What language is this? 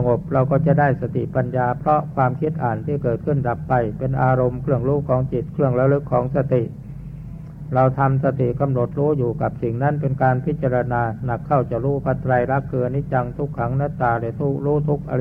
Thai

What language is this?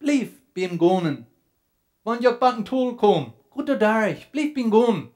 Plautdietsch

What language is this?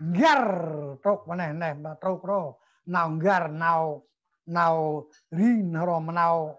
Central Mnong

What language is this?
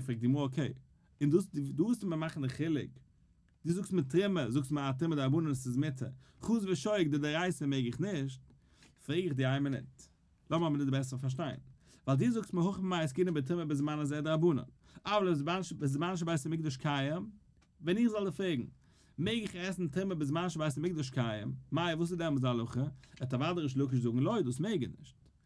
Yiddish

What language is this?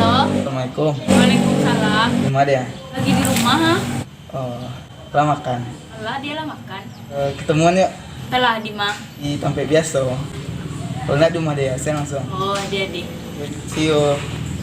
Minangkabau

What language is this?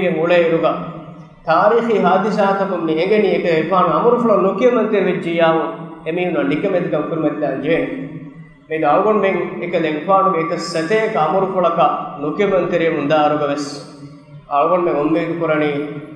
Divehi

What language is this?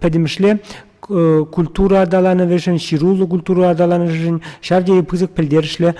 Chuvash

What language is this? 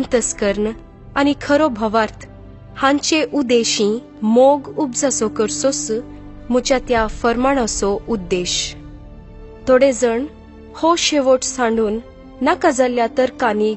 Konkani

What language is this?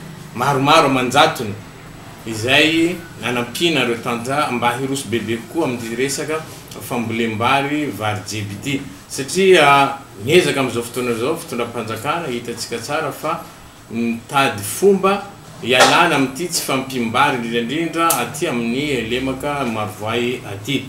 Malagasy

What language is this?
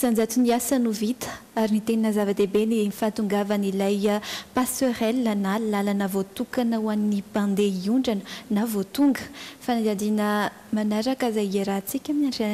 Malagasy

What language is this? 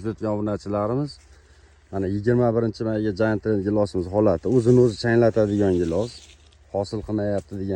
Uzbek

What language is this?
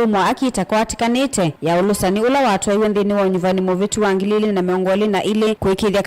Kamba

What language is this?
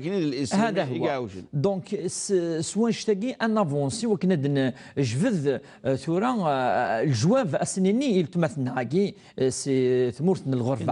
Kabyle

